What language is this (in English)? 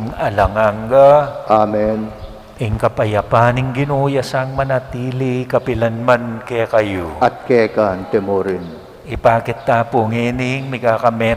Pampanga